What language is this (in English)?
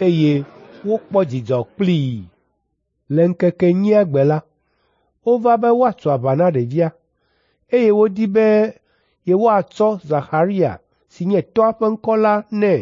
Ewe